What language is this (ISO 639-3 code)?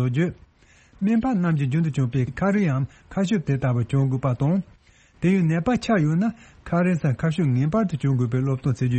bod